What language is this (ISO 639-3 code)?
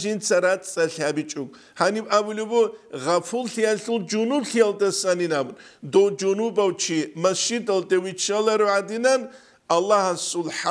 ava